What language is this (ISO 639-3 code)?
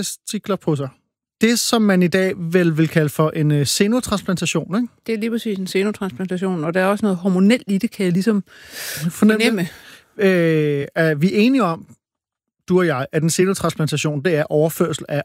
dan